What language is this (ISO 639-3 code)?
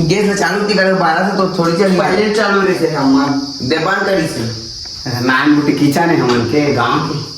hne